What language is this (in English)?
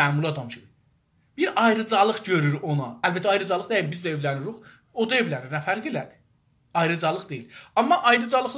South Azerbaijani